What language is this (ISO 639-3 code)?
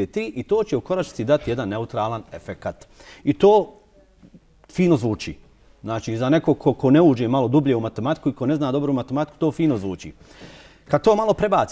bos